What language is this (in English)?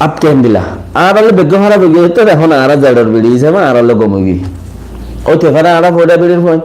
Rohingya